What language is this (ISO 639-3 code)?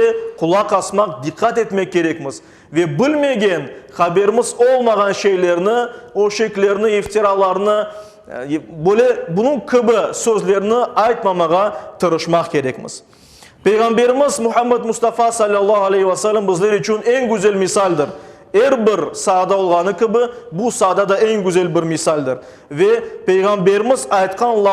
crh